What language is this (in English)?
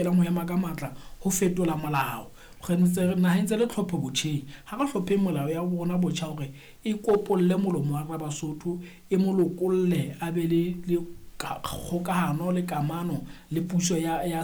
Southern Sotho